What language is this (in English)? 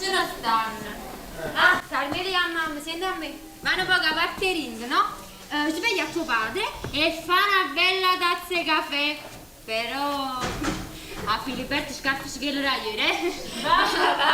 Neapolitan